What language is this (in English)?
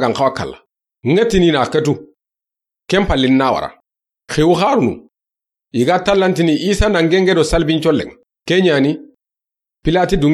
Soninke